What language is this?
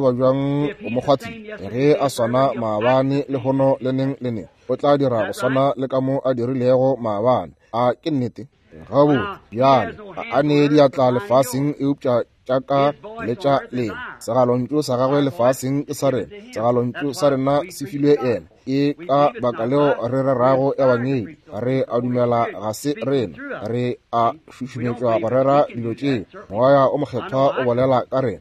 Northern Sotho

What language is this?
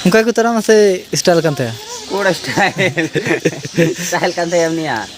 Santali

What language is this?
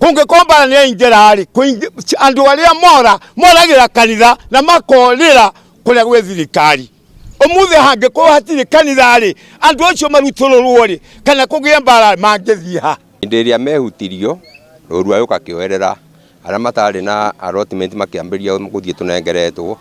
Kikuyu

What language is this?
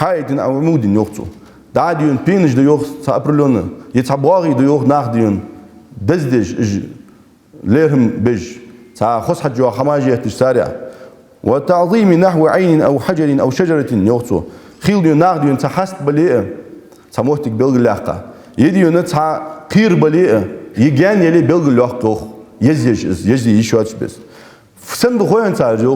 Ingush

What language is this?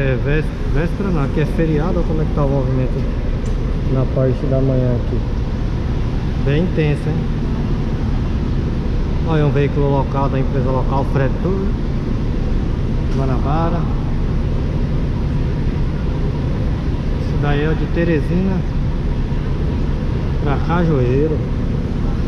Portuguese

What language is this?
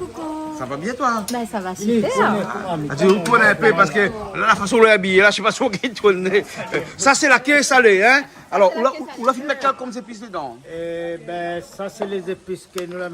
Réunion Creole French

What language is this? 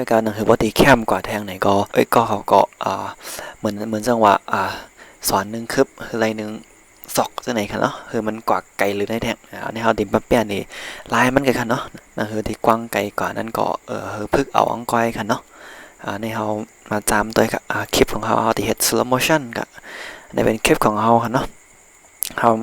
Shan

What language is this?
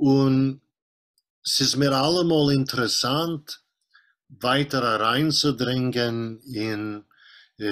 Yiddish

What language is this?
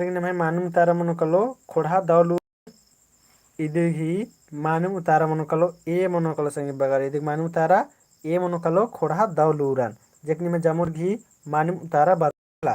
Kurukh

